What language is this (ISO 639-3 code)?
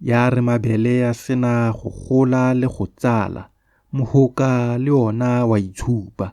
tsn